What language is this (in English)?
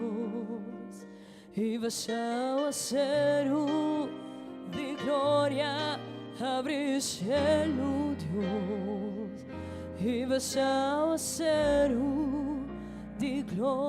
Papiamento